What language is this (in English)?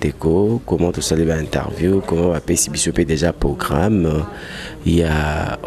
Lingala